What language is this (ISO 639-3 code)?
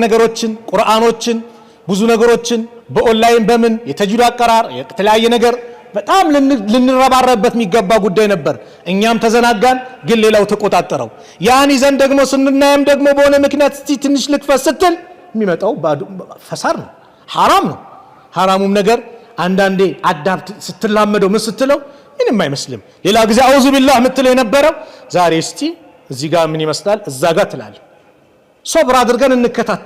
amh